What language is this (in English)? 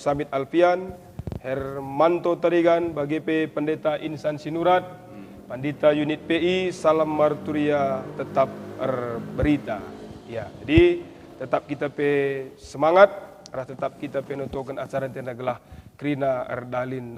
Batak Karo